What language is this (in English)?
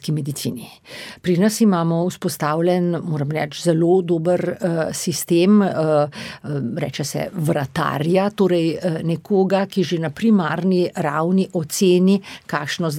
Slovenian